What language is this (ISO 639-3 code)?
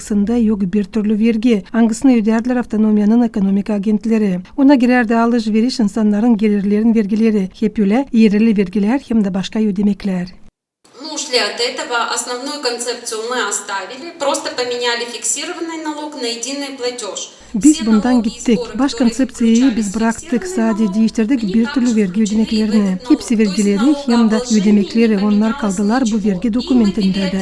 gag